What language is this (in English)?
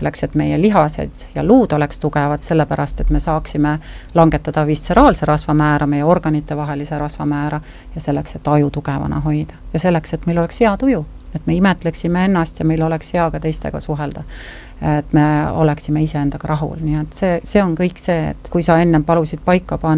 Estonian